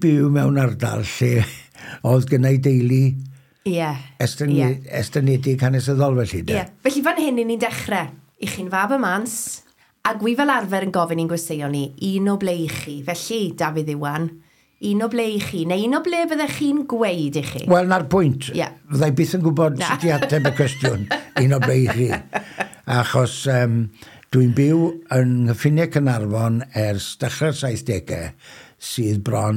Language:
Welsh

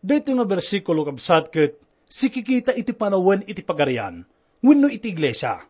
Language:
Iloko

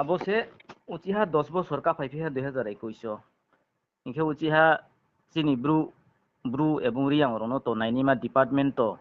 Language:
Riang (India)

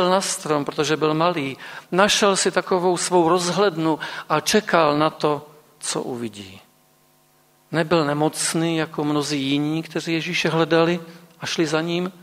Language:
Czech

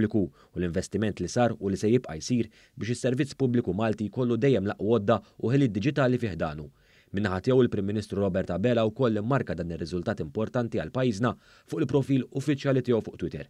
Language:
Maltese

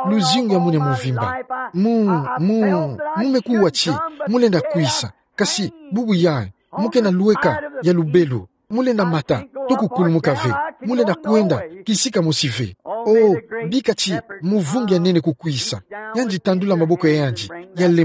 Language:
Kituba (Democratic Republic of Congo)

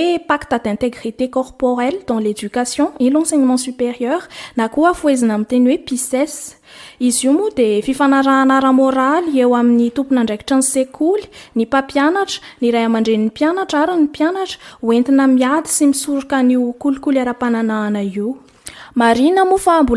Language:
Malagasy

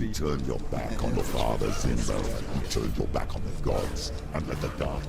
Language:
Bavarian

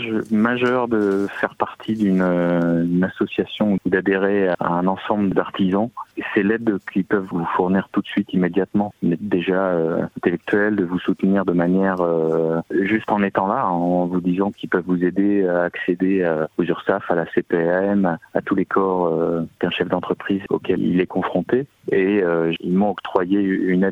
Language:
French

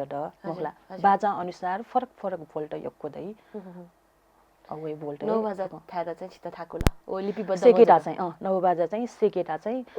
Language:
Newari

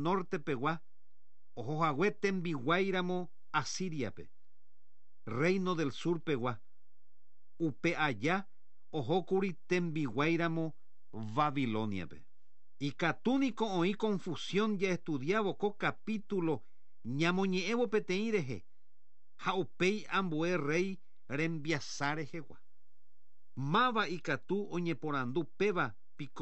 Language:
Guarani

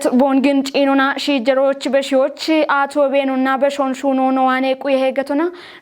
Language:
Kafa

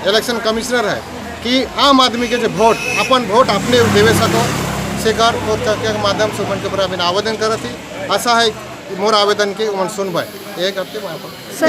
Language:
Sadri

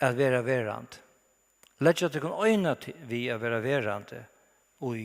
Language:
Faroese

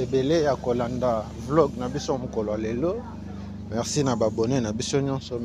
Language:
Lingala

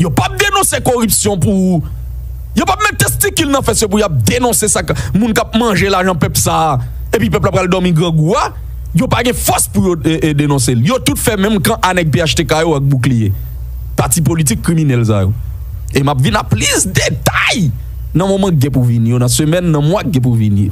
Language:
Haitian Creole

